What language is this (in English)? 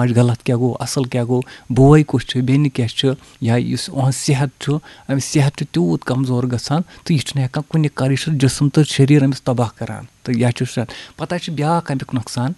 Kashmiri